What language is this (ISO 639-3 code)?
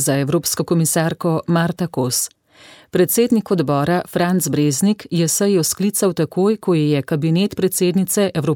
slv